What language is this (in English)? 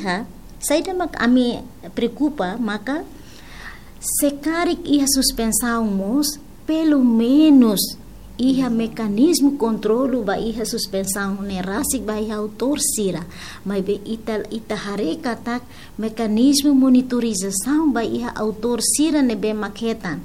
Tetum